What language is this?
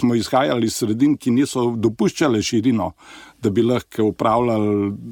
Slovenian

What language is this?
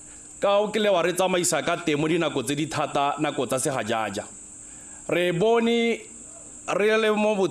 Tswana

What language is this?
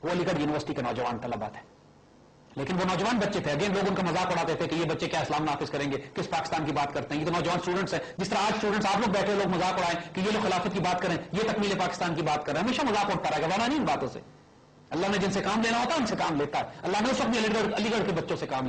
Urdu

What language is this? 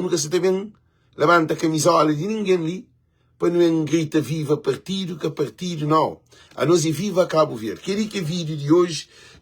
Kabuverdianu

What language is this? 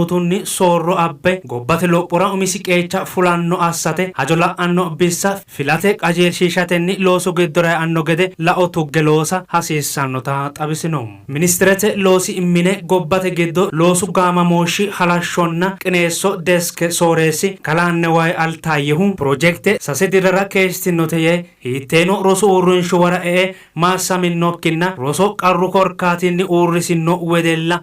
Sidamo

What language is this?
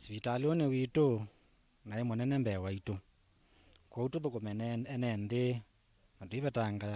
Kamba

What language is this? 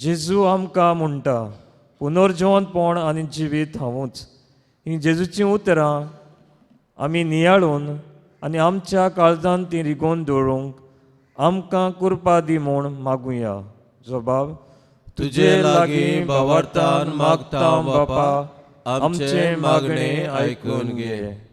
Konkani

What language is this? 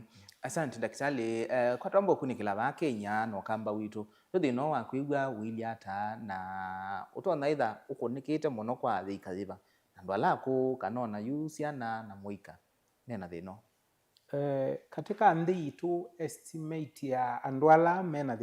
Kamba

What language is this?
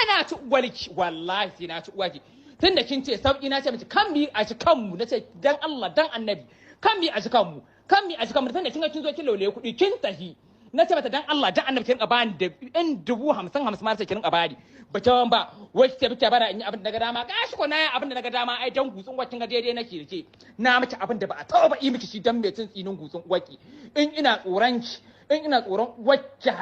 Hausa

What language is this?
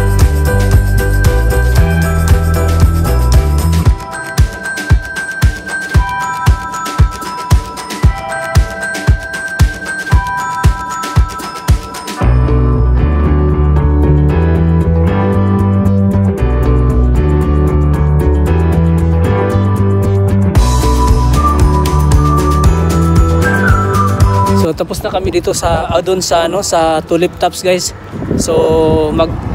Filipino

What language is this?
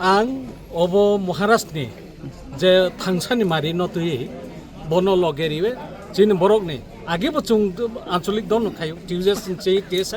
Kok Borok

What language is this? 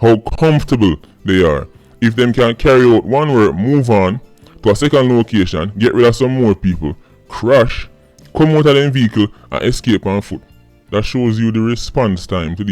Jamaican Creole English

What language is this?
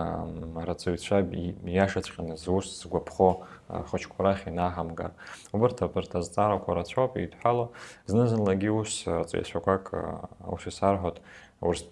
Abkhazian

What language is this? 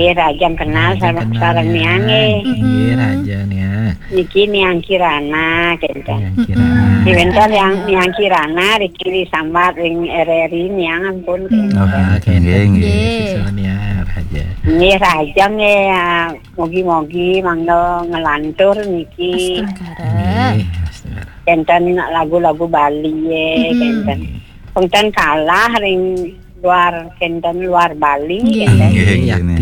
Balinese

